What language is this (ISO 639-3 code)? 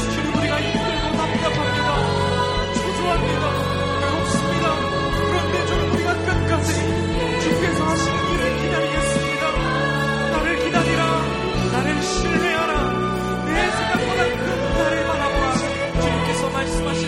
kor